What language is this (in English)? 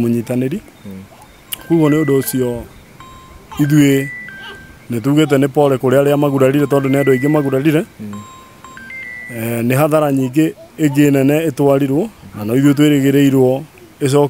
Kikuyu